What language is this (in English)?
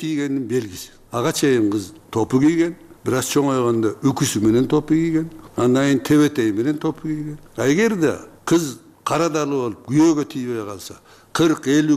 Kyrgyz